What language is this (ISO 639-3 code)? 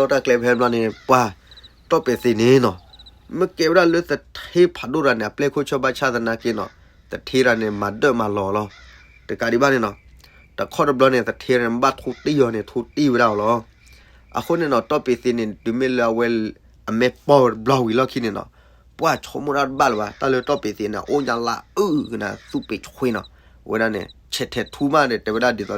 ksw